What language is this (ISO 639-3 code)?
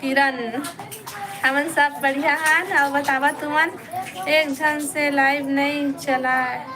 hne